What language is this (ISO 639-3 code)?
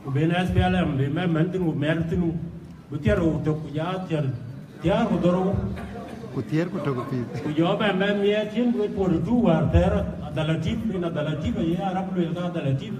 din